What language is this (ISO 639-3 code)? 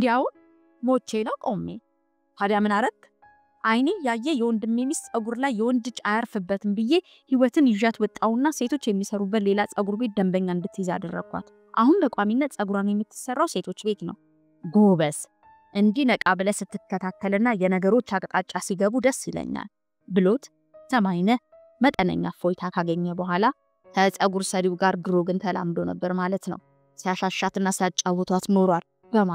amh